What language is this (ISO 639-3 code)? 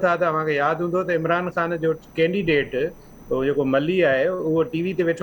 snd